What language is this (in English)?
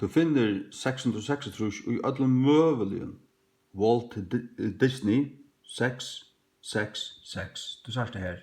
Faroese